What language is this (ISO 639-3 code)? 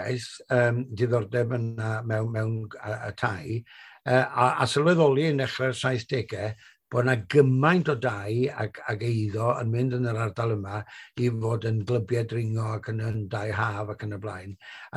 cym